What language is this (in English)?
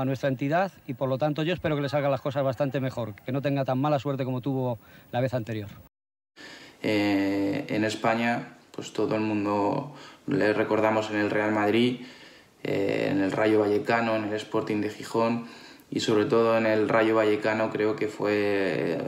Spanish